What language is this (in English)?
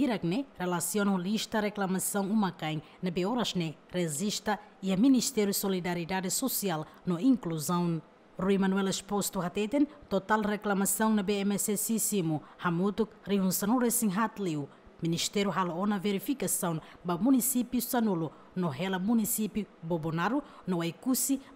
Tetum